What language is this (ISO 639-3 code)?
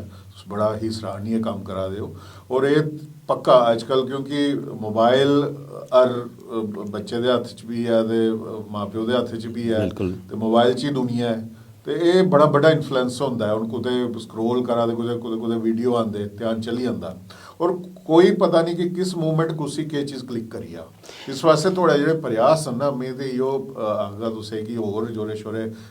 doi